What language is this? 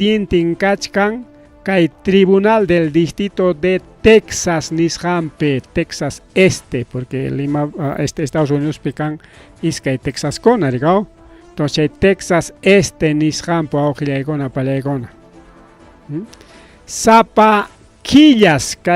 Ayacucho Quechua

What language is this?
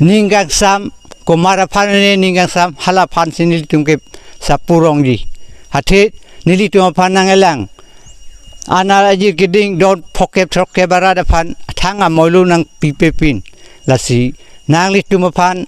Karbi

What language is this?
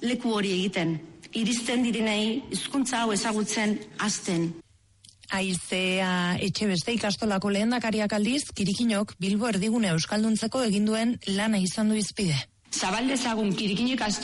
Basque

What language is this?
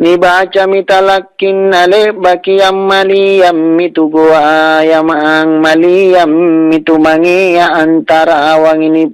Makasar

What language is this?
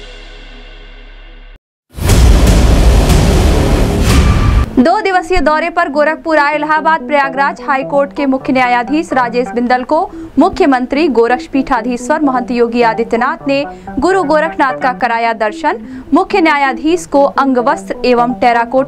Hindi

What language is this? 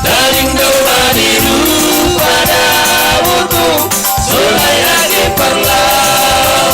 Batak Simalungun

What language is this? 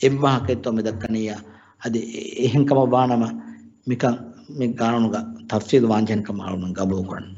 Divehi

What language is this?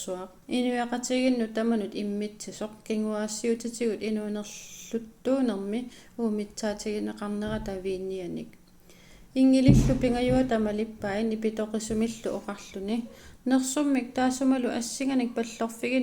Kalaallisut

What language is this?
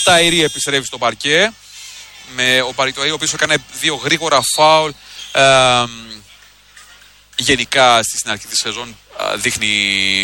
Greek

